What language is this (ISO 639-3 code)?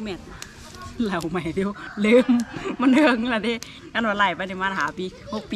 tha